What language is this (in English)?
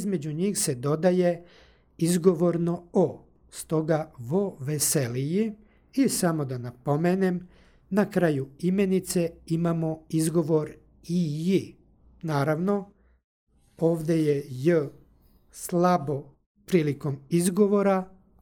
Serbian